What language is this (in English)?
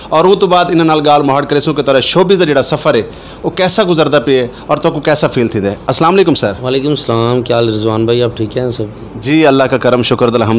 Saraiki